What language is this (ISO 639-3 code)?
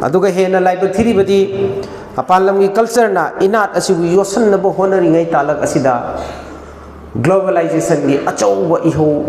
mni